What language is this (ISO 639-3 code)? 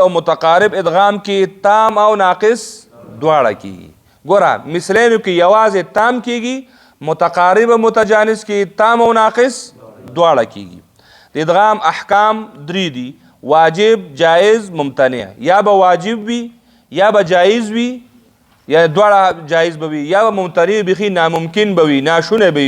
pus